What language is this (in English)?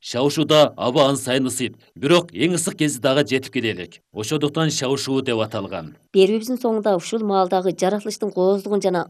Kyrgyz